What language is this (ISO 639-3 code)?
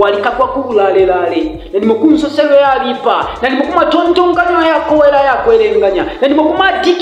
bem